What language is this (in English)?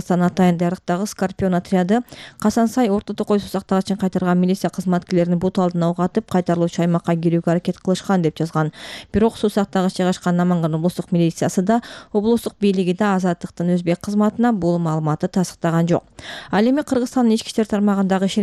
Kyrgyz